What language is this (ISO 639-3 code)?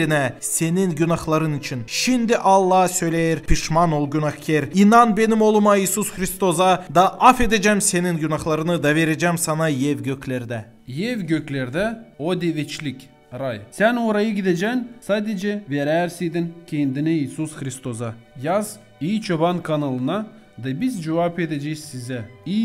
gag